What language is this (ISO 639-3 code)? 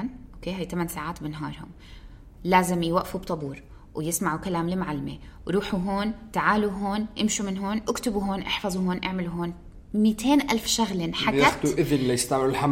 apc